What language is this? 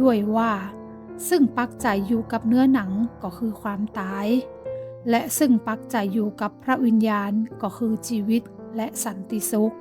Northern Thai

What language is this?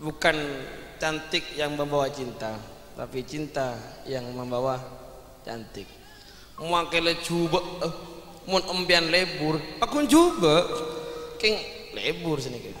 Madurese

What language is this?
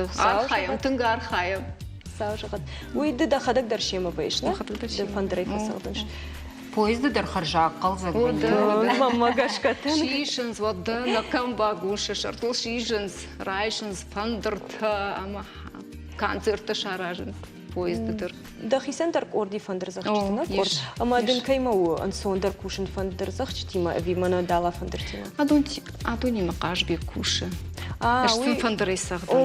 Ossetic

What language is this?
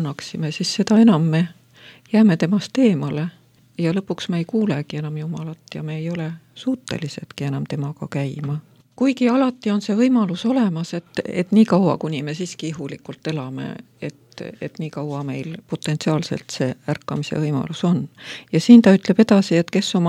Estonian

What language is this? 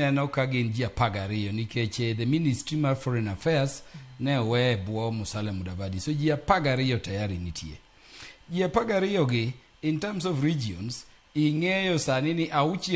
Luo (Kenya and Tanzania)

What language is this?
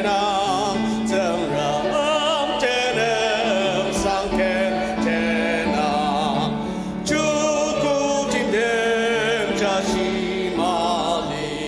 Ao Naga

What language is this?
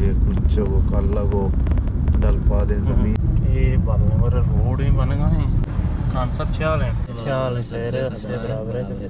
Baluchi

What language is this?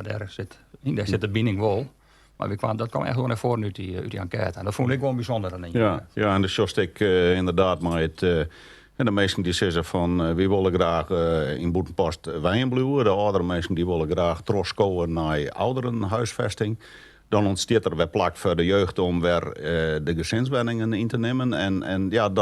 Western Frisian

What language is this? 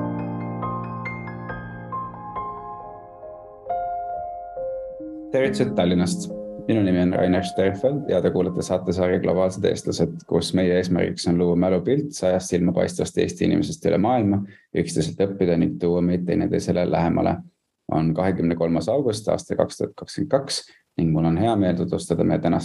Estonian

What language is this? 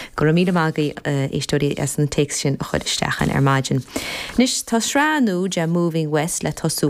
Irish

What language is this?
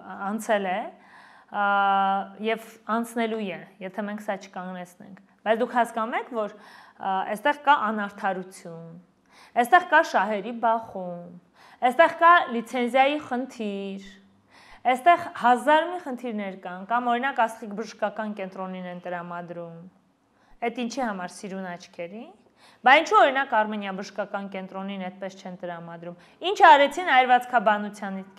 Armenian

